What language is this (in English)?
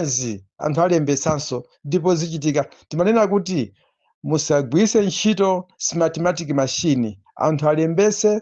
Nyanja